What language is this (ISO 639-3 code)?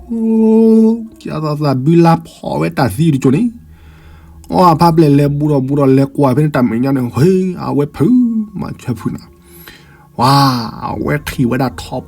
ksw